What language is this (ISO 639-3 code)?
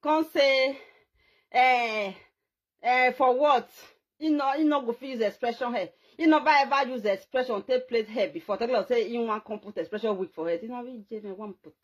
pcm